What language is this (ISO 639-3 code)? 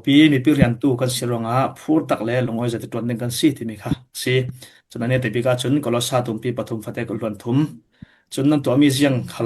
cfm